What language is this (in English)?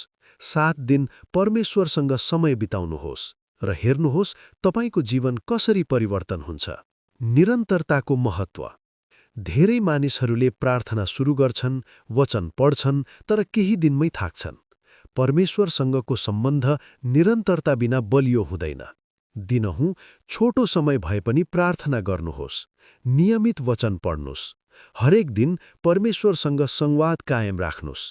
Nepali